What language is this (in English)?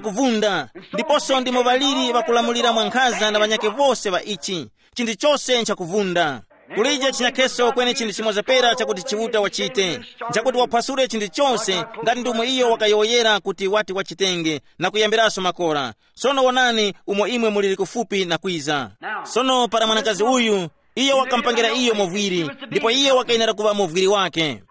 Tumbuka